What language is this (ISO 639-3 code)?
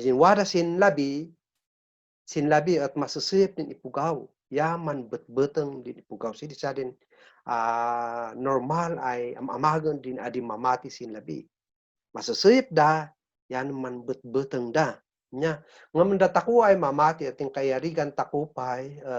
kne